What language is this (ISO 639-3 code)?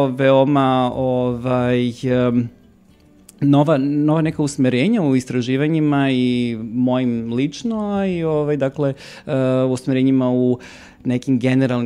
srp